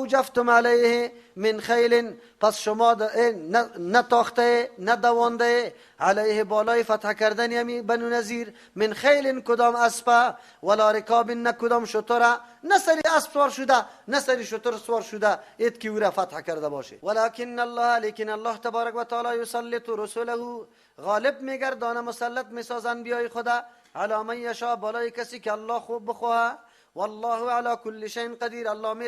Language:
Persian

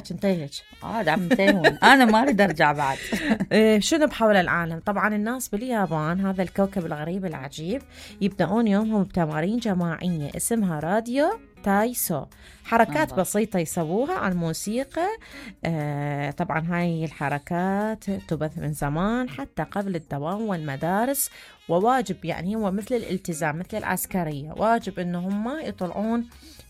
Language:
Mesopotamian Arabic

